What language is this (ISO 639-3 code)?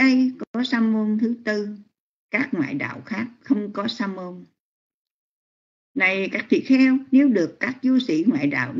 vie